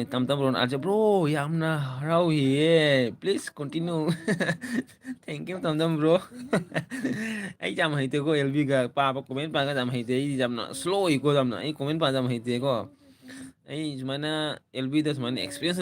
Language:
Manipuri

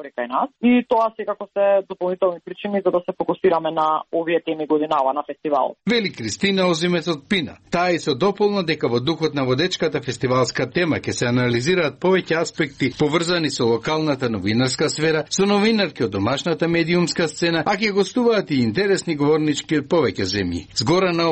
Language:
Macedonian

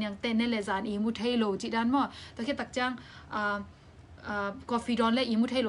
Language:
Tedim Chin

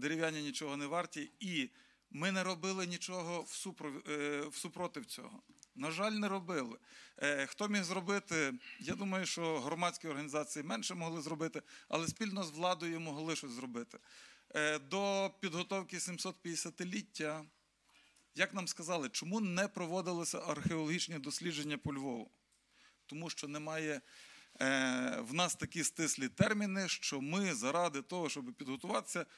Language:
Ukrainian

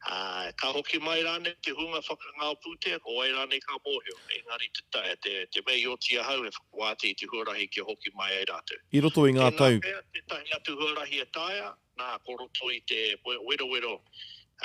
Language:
Māori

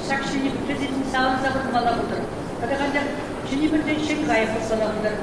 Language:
Chuvash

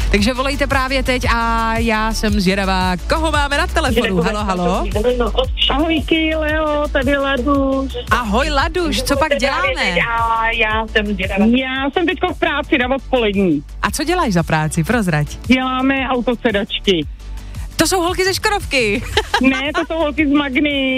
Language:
Czech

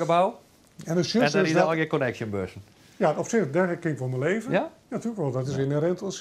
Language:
Western Frisian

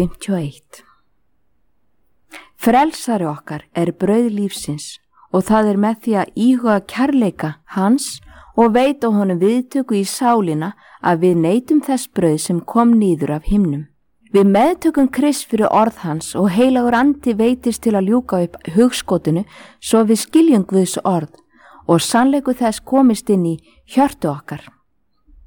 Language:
Icelandic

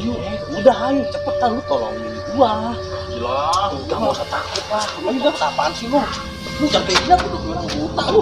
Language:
Betawi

